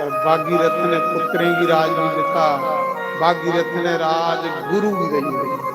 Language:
Dogri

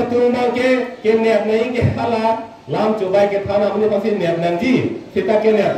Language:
Karbi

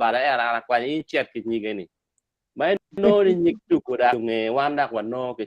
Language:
Acoli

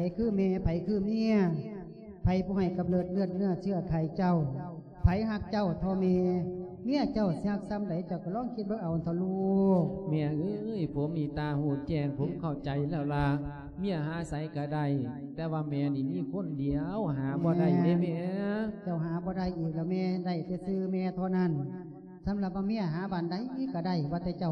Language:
Lao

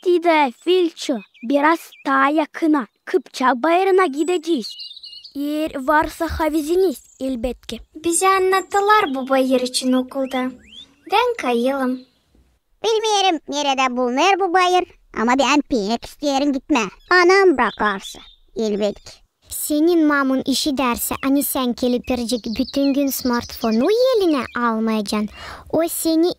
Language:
Gagauz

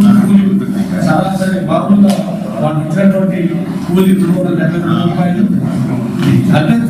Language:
Telugu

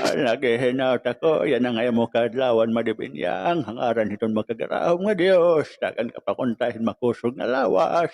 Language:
Waray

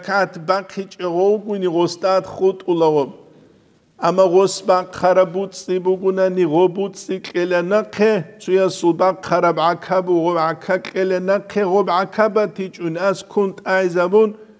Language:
Avaric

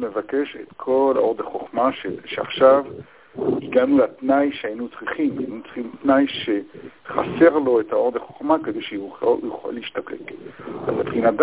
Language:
Hebrew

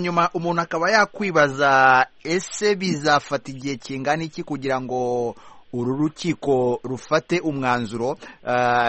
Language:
Kinyarwanda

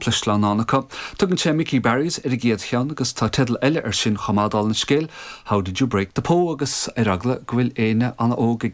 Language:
Irish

